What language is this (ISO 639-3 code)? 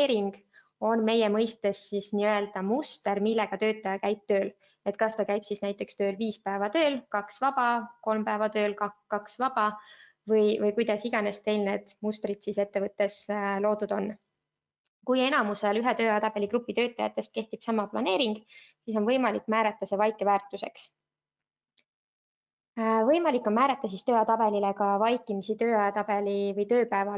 est